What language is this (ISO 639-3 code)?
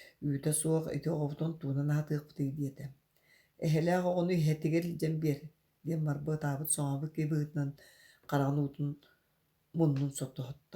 sah